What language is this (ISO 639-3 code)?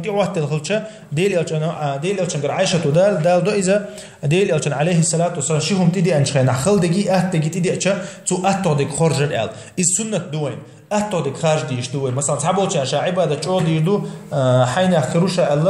che